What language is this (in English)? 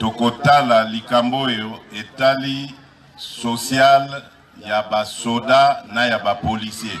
Lingala